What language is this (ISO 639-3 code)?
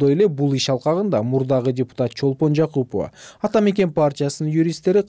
kir